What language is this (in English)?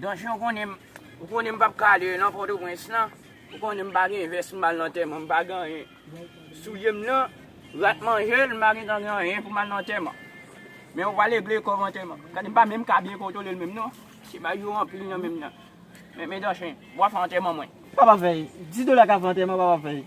Haitian Creole